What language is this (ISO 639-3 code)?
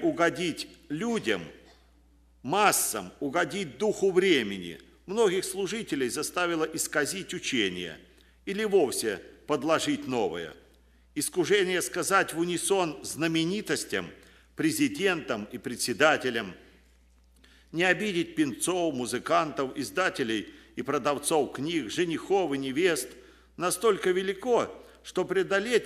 rus